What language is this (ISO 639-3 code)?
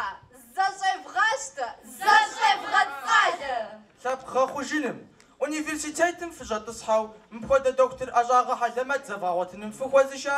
kbd